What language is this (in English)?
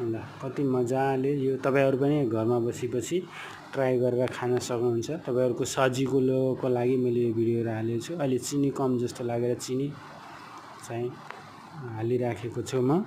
Nepali